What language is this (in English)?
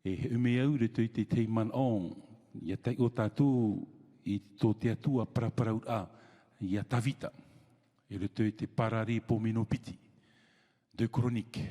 Tahitian